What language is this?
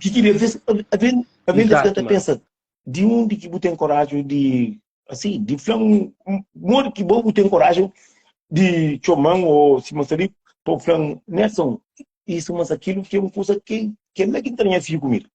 Kabuverdianu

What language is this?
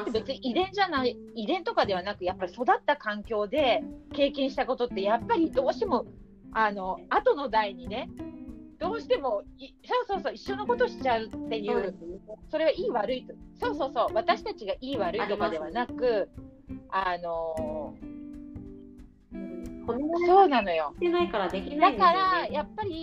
Japanese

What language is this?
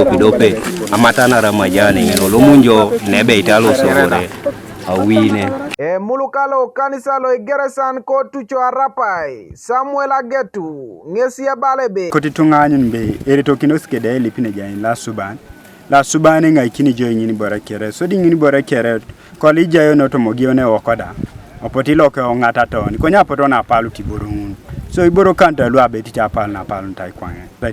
Teso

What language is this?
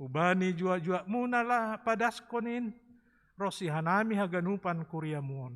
Batak Simalungun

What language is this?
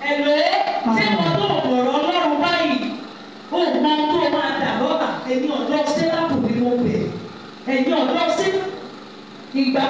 Yoruba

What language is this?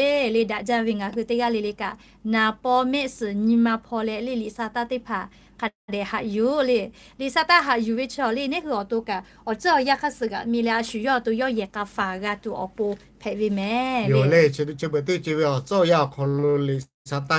Lahu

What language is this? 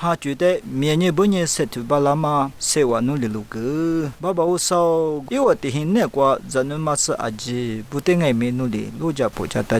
Lisu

